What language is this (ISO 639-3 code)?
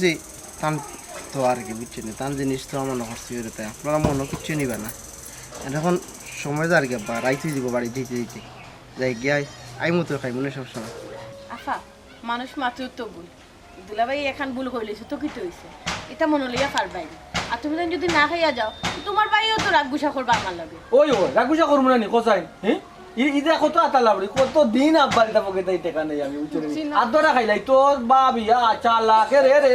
syl